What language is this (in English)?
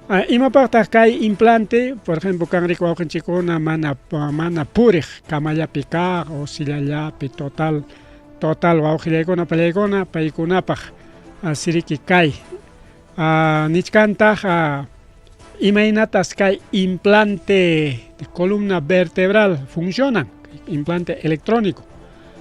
Ayacucho Quechua